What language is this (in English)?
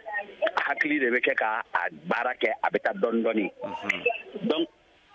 Bambara